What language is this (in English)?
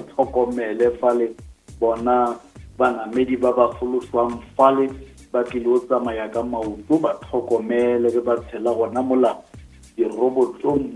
Northern Sotho